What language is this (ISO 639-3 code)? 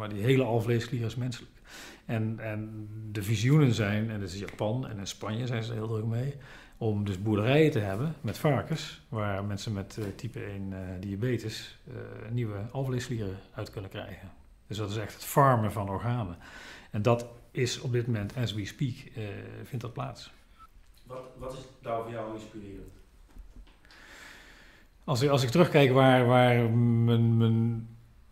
nld